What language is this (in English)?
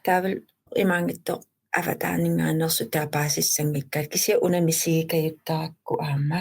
Kalaallisut